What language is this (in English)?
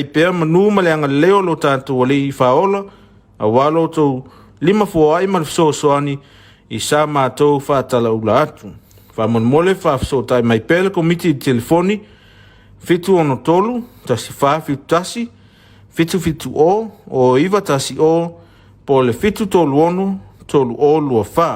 Samoan